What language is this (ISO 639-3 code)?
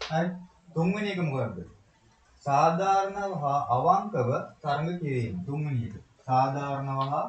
sin